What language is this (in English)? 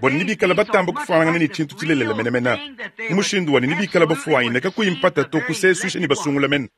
Luba-Lulua